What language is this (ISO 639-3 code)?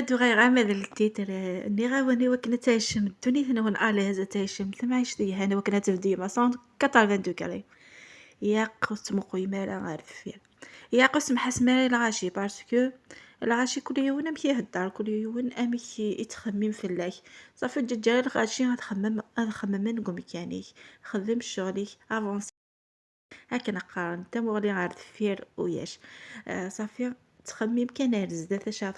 kab